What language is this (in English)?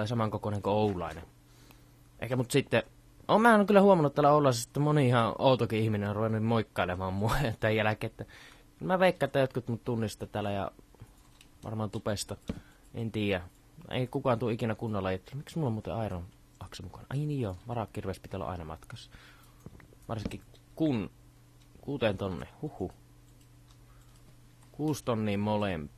Finnish